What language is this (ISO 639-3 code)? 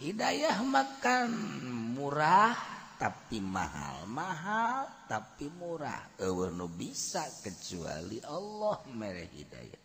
sun